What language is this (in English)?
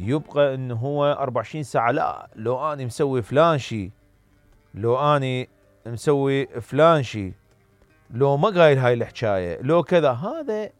Mesopotamian Arabic